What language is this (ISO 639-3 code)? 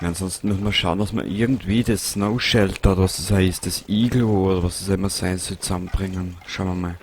bar